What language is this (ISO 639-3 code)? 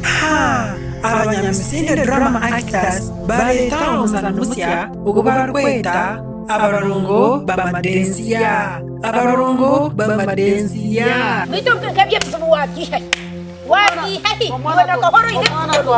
nyn